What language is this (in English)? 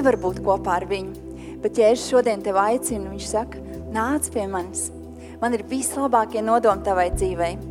Latvian